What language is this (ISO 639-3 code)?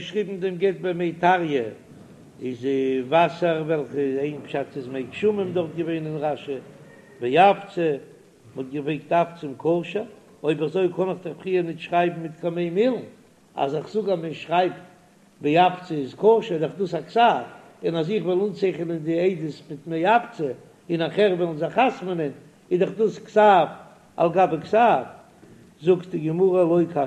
yid